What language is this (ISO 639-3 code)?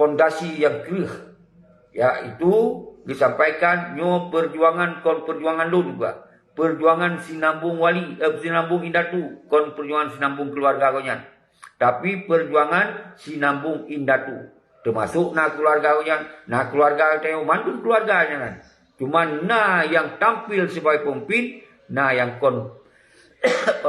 ace